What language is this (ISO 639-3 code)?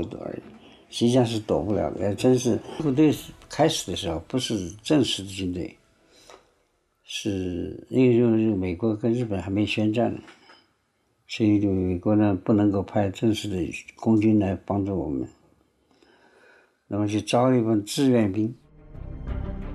zho